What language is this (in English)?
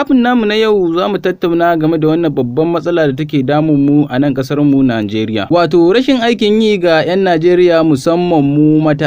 Hausa